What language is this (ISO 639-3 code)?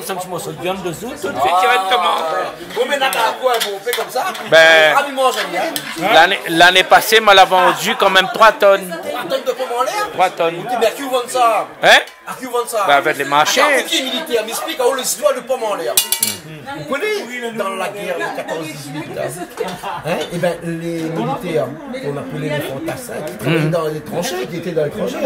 rcf